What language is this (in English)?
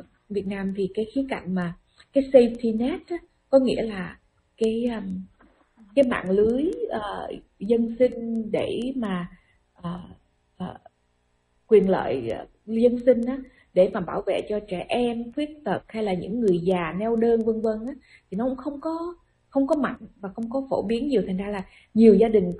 Vietnamese